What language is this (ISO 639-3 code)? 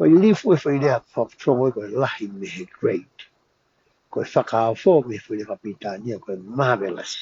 ton